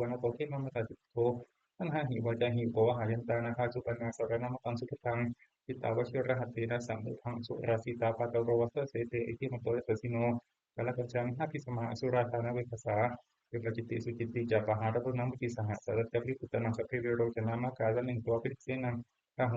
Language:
Pali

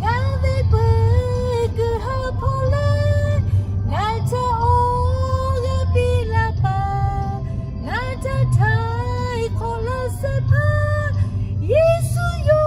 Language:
Lahu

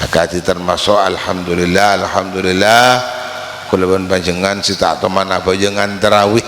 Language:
Madurese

